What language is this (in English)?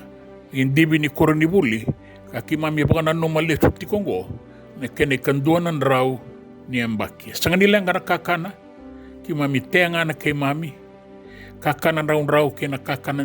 Fijian